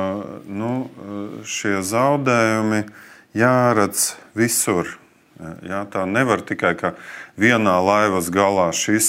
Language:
Latvian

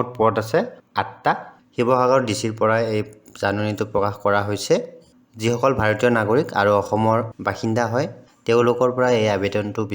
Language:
Assamese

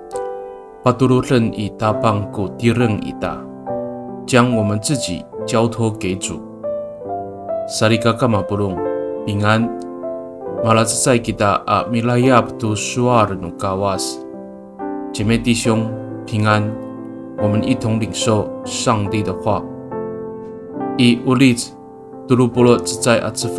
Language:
Amis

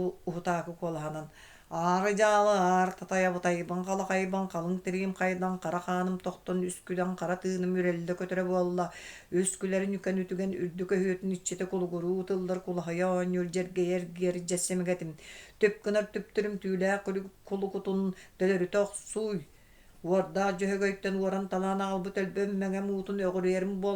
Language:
Yakut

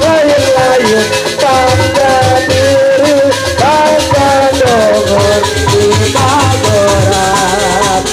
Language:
Sundanese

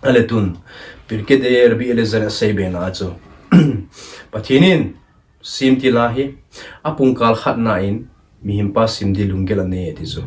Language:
Thado Chin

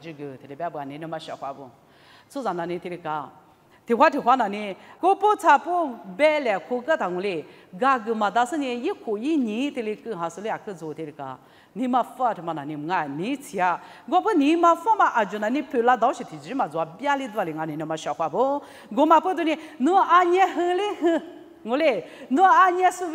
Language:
Lisu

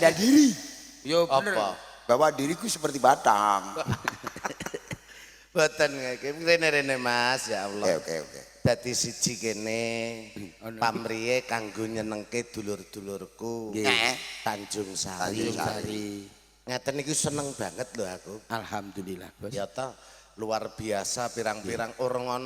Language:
Javanese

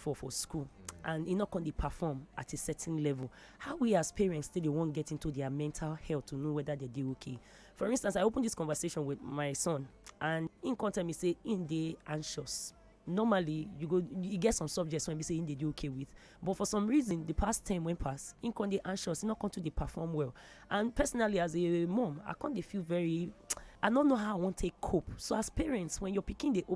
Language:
Nigerian Pidgin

